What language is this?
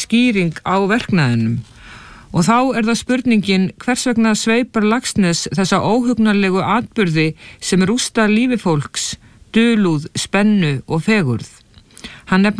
Icelandic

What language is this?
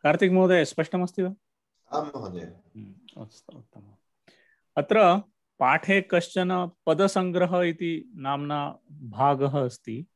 Sanskrit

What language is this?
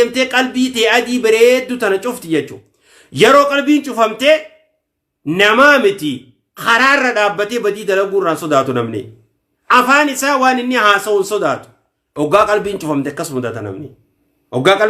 Oromo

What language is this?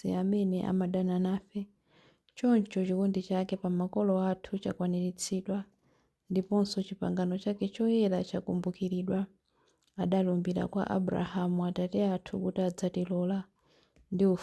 Nyanja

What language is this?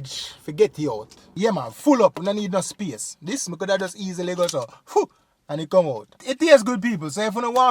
Jamaican Creole English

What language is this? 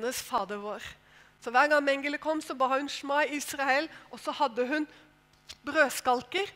Norwegian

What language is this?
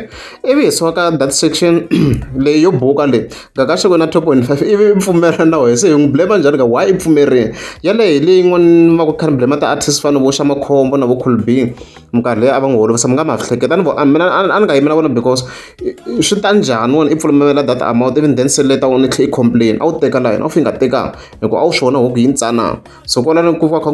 Tsonga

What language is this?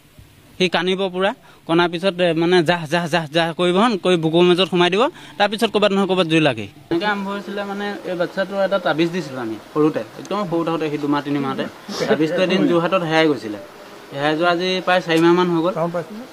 Assamese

